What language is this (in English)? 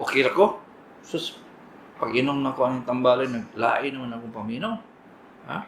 Cebuano